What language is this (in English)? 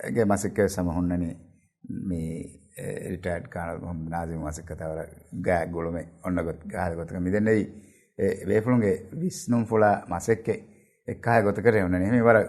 Divehi